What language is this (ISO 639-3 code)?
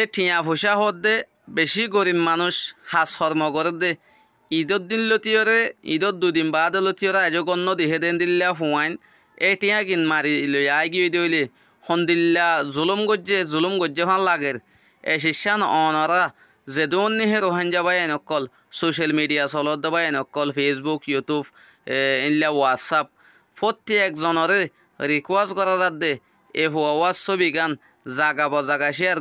rhg